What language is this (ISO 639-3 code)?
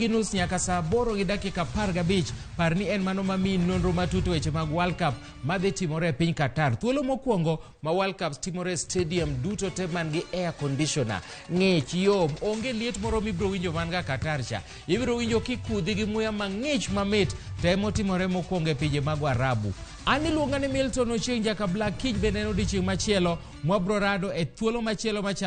luo